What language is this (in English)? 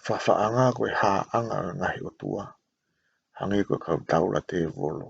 Tongan